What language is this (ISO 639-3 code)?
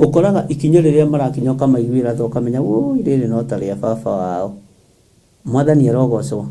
kik